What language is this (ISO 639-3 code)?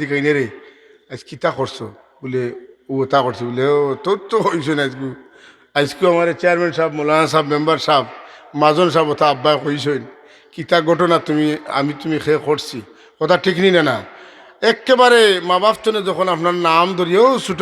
syl